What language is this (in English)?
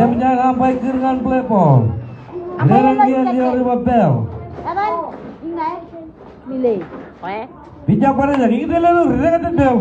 Marshallese